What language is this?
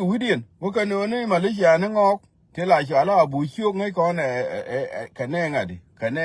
Nuer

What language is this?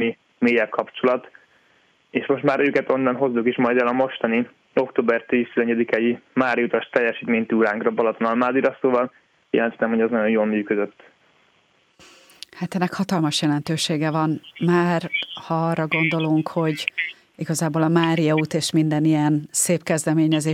Hungarian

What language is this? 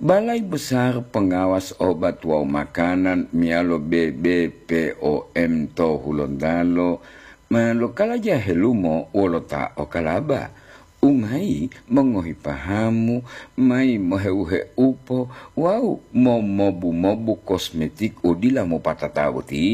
Gorontalo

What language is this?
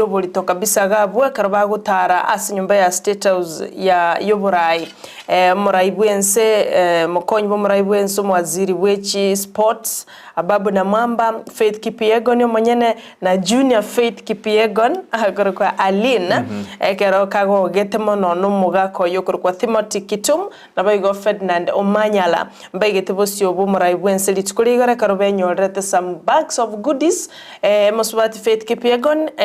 Gusii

